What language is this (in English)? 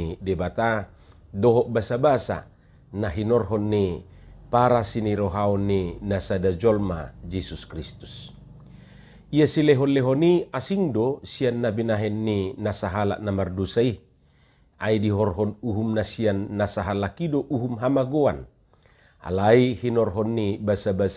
Batak Toba